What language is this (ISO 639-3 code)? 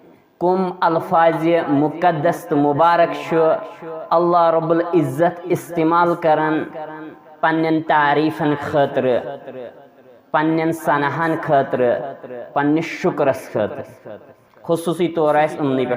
kas